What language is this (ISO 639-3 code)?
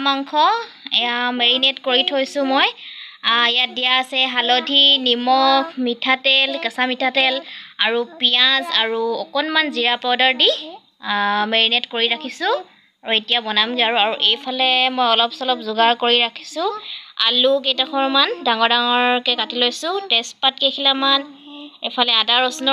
asm